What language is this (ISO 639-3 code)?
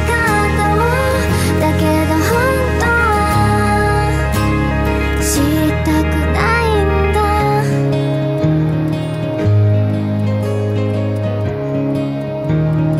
jpn